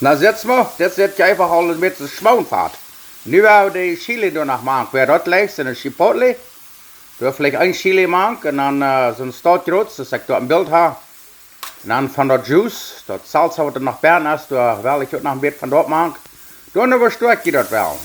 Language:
Plautdietsch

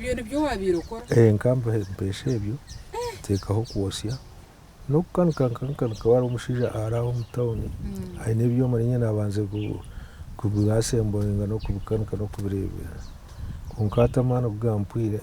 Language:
Nyankole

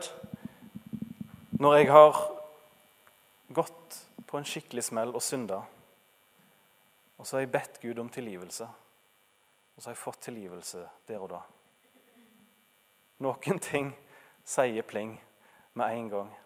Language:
Norwegian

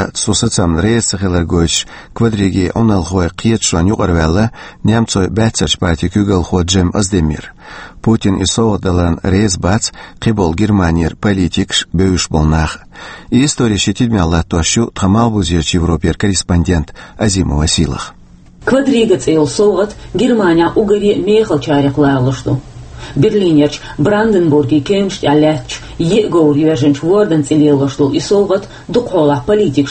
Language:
Chechen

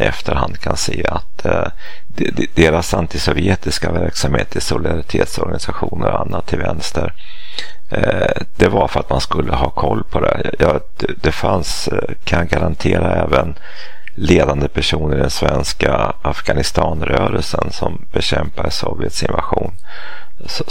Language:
Swedish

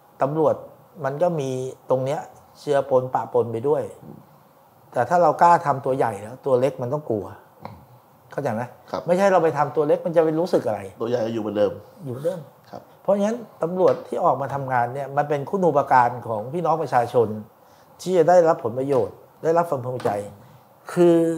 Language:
Thai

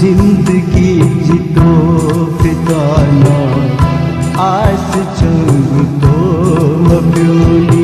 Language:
Newari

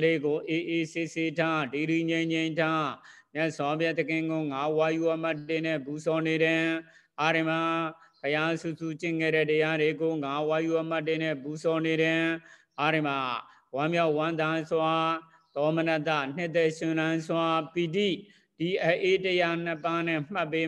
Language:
Burmese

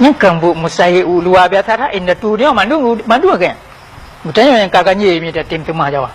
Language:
Achinese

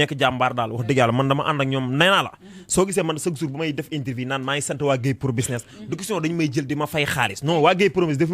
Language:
Wolof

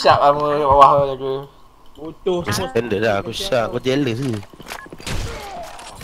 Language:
Malay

